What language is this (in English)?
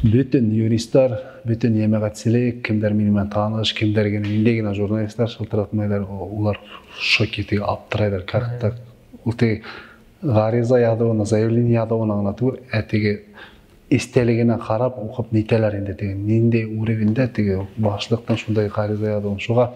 Bashkir